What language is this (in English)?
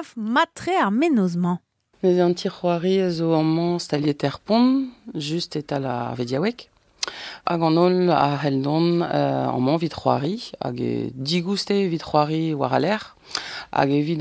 Breton